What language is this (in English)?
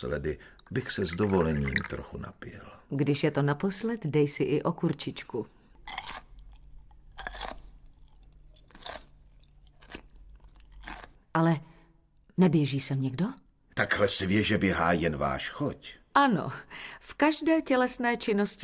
Czech